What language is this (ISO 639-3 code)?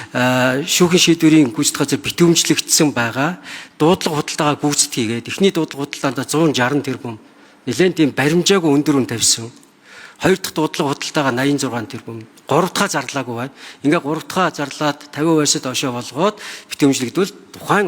mon